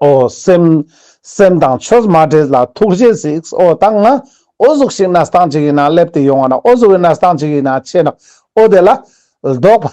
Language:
Ladakhi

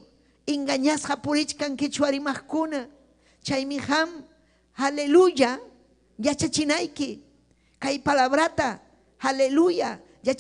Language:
Ayacucho Quechua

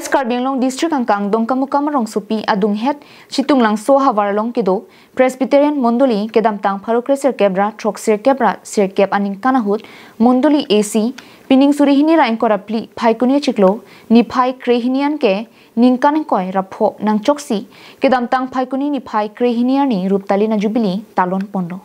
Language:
Karbi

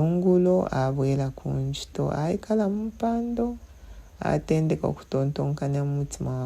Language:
Bemba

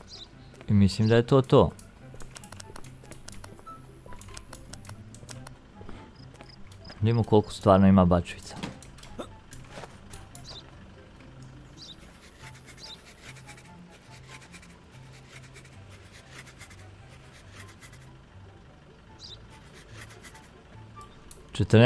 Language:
Croatian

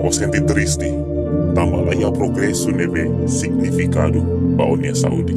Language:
Tetum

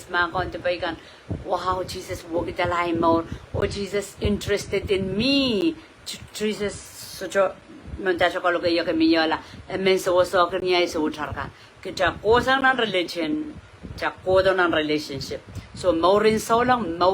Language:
Pohnpeian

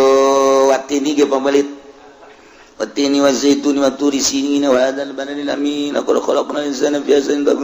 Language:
Sundanese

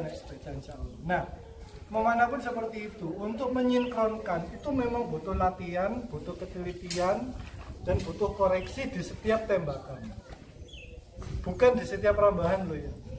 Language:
Indonesian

